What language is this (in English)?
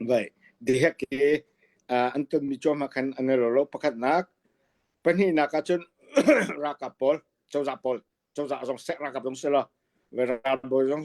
Hakha Chin